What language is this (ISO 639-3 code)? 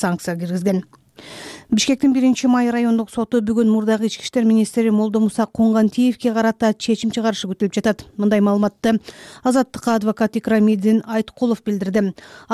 kir